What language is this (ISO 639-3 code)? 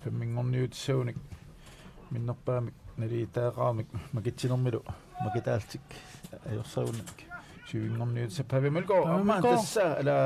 kal